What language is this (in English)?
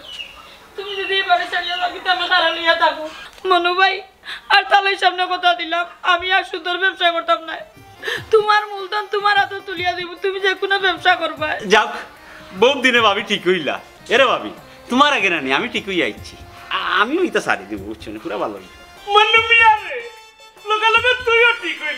Sylheti